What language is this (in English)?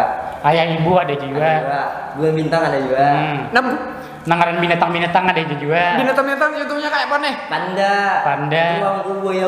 Banjar